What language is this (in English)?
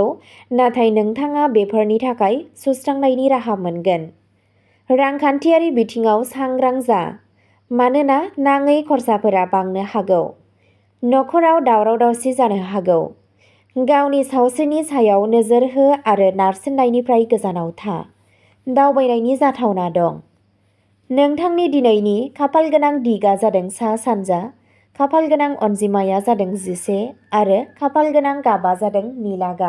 Bodo